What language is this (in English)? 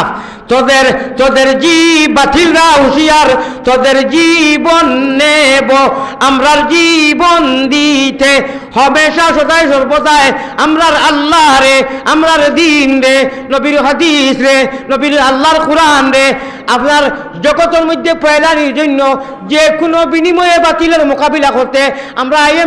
Sylheti